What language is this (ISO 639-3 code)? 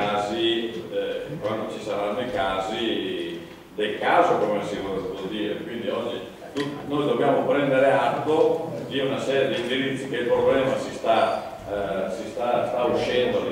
ita